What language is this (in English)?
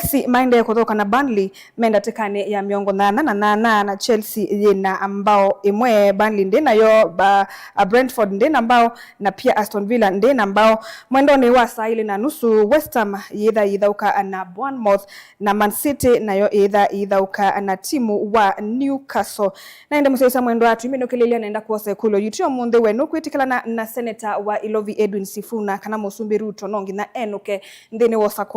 Kamba